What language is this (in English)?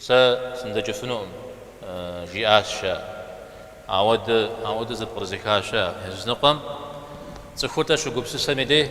Kabardian